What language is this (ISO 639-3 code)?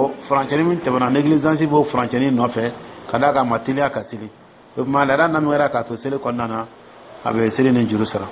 dyu